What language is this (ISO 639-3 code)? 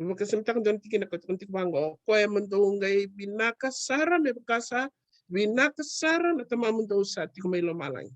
fij